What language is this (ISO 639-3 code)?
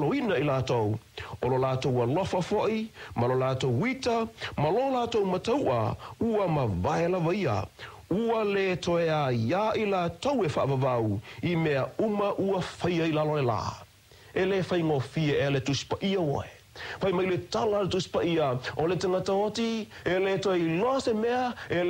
smo